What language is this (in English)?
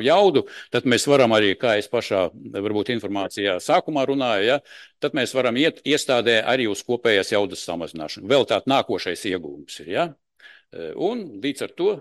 Latvian